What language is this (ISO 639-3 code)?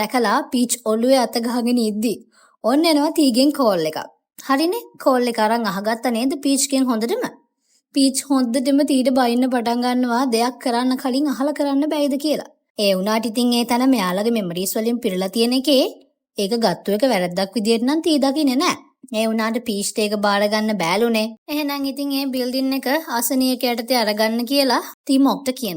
sin